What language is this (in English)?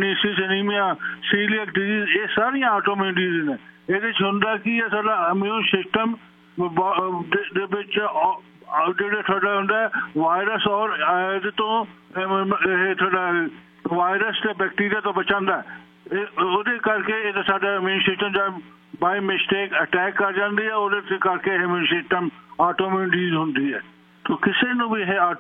Punjabi